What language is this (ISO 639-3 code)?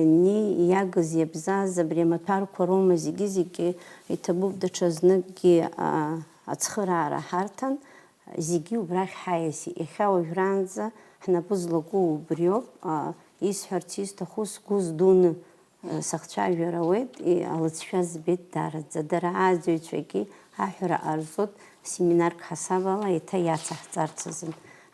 abk